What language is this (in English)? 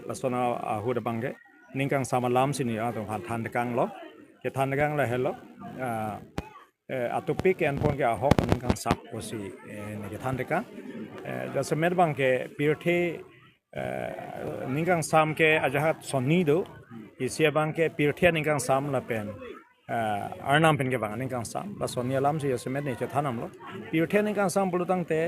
Karbi